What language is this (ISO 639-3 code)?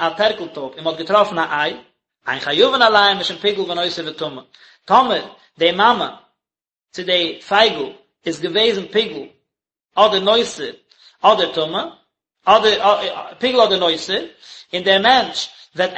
yid